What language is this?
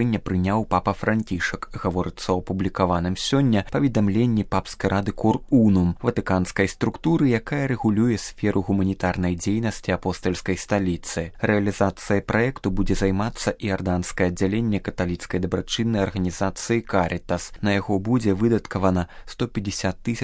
Belarusian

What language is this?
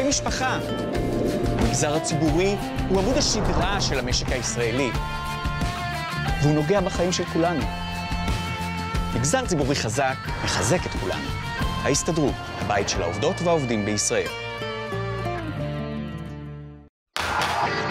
Hebrew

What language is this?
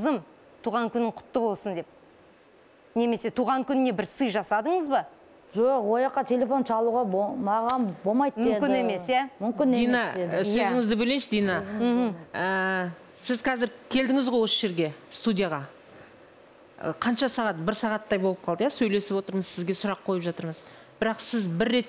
Kazakh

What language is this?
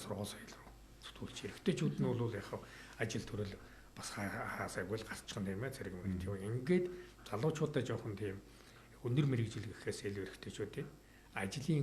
Mongolian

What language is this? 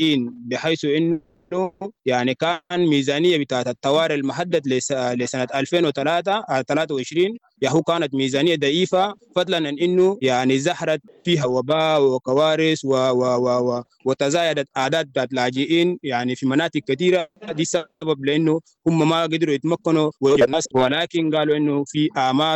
Sudanese Arabic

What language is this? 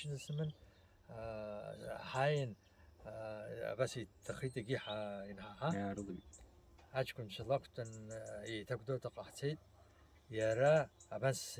Abkhazian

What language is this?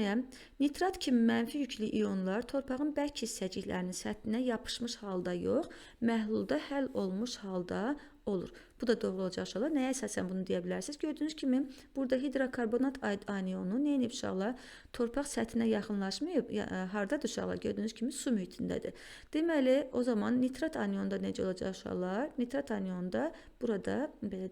Azerbaijani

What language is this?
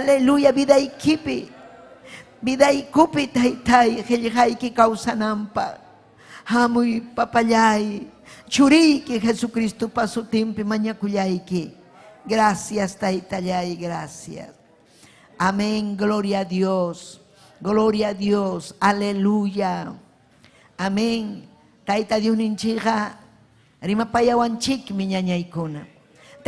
Ayacucho Quechua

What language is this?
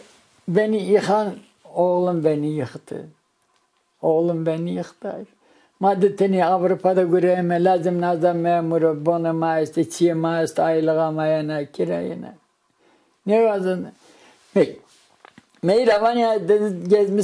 Zaza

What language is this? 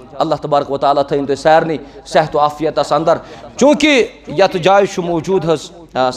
Kashmiri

